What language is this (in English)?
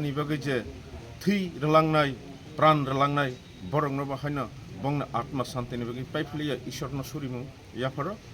Kok Borok